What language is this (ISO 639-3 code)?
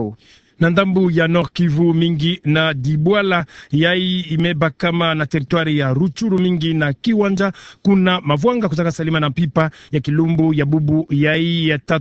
ktu